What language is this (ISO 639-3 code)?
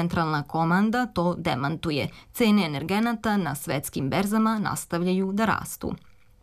srp